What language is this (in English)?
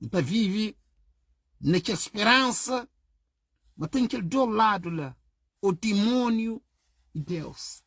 Kabuverdianu